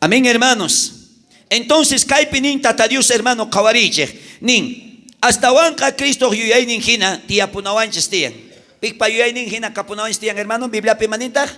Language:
South Bolivian Quechua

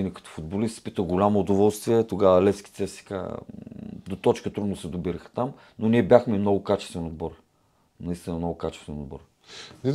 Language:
Bulgarian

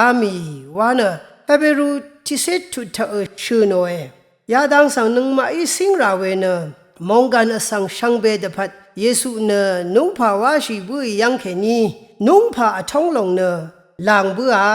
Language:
Rawang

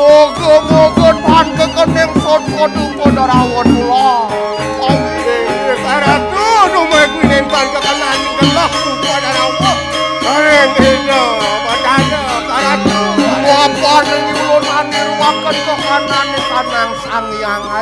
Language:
Balinese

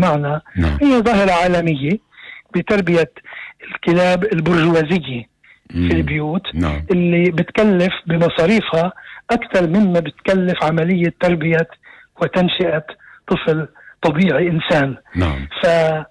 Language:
North Levantine Arabic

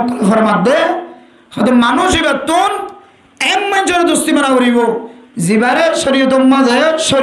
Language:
Rohingya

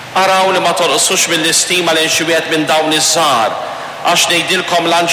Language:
Maltese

